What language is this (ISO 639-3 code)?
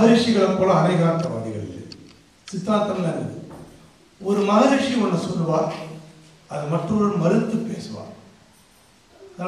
tam